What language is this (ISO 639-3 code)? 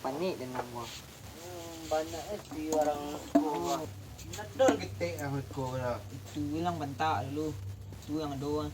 min